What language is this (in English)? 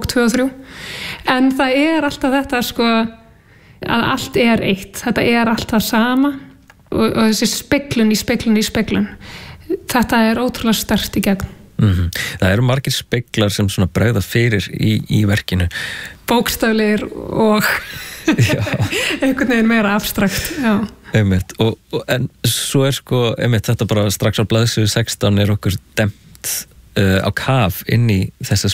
Icelandic